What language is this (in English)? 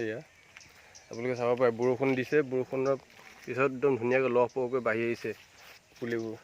Assamese